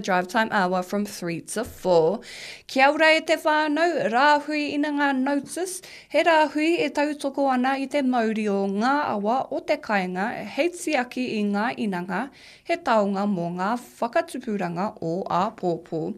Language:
Māori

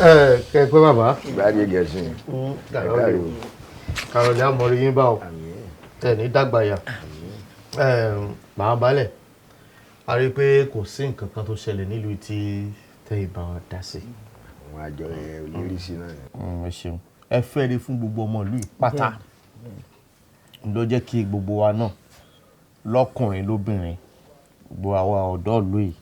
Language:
Yoruba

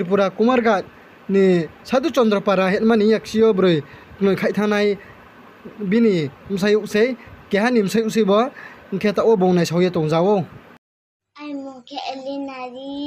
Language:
Riang (India)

